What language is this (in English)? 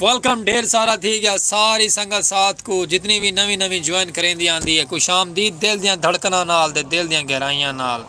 Saraiki